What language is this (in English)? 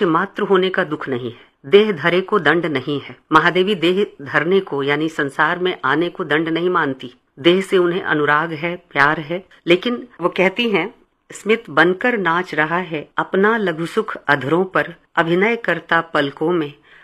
Hindi